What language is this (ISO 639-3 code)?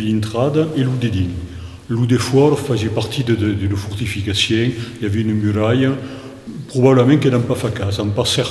oci